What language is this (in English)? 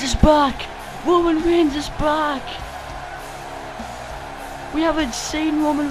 English